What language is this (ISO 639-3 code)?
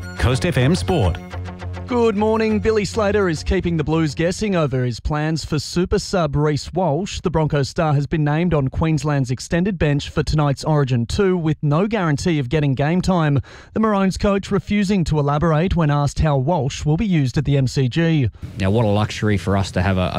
eng